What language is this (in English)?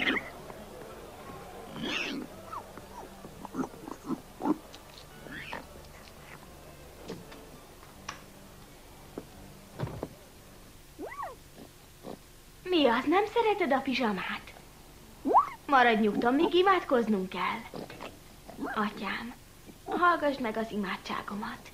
Hungarian